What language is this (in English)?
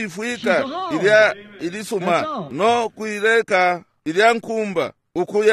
Bemba